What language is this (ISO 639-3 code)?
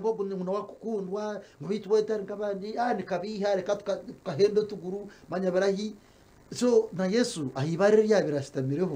nyn